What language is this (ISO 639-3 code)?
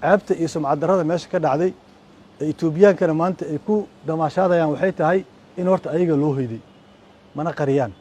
som